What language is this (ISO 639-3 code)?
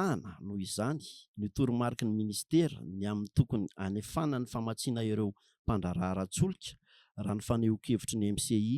mlg